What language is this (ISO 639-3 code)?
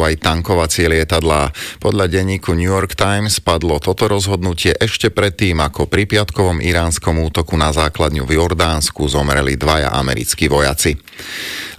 slk